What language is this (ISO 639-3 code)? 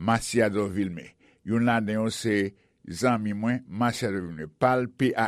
hat